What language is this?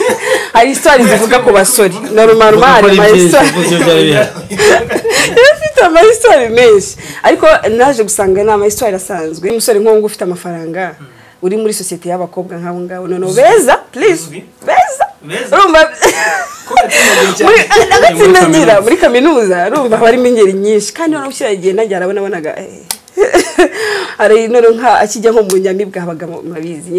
Kinyarwanda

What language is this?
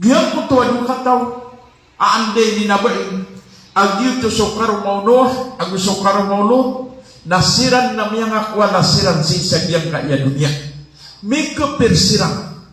Maranao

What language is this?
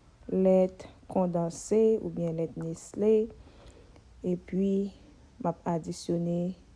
Haitian Creole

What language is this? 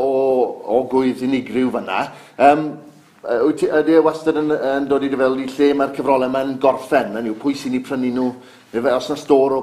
Welsh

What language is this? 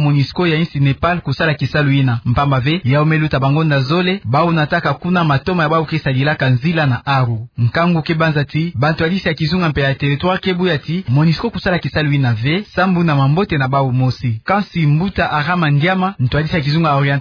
Kituba (Democratic Republic of Congo)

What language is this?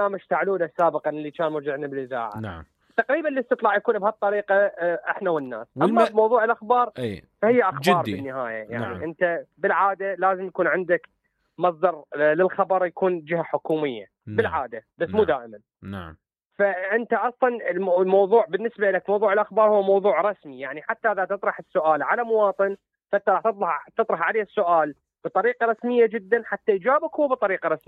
Mesopotamian Arabic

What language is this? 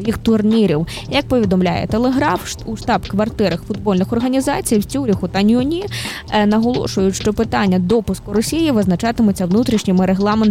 Ukrainian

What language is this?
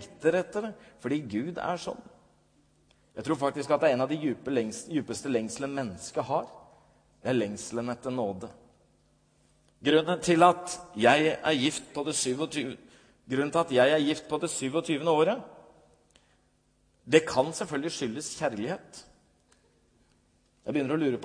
Norwegian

